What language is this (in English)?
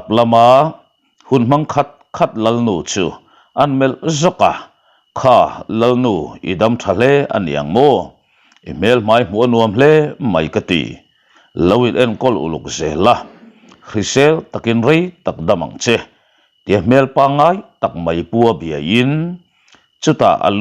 Mizo